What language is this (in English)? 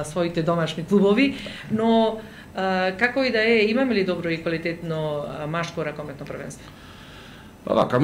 Macedonian